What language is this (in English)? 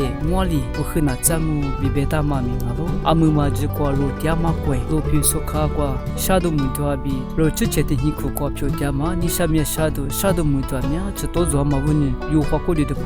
Lisu